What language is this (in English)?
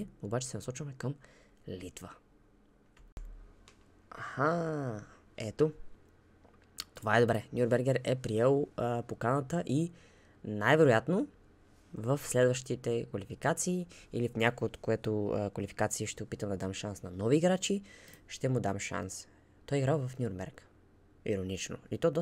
Bulgarian